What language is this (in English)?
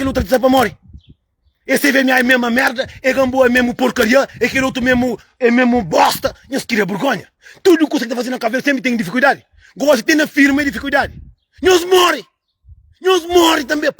Kabuverdianu